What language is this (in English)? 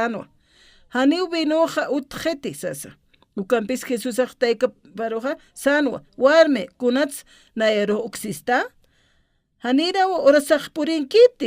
Aymara